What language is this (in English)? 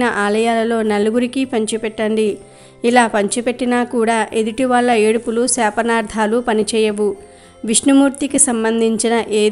Telugu